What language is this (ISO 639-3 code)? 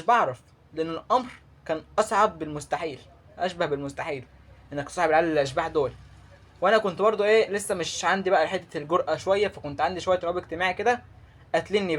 arz